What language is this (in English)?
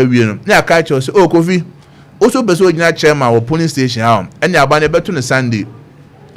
Akan